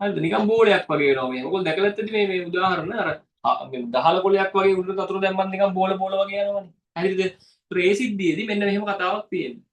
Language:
Sinhala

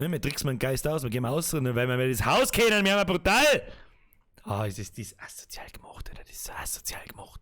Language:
Bavarian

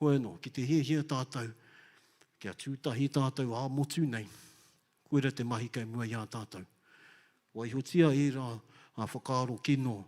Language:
Māori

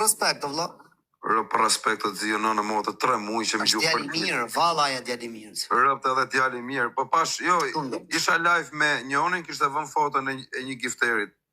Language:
Albanian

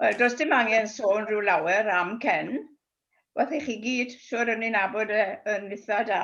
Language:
Welsh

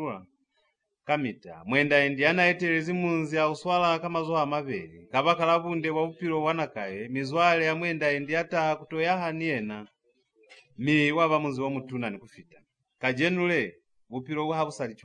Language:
Lozi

